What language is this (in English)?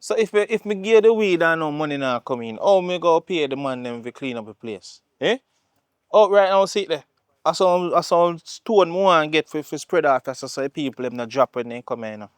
Jamaican Creole English